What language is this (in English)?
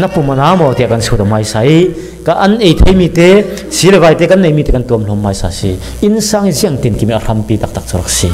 Falam Chin